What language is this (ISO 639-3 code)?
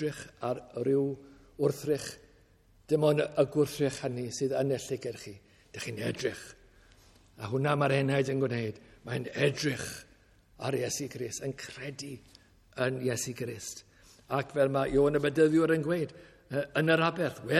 cym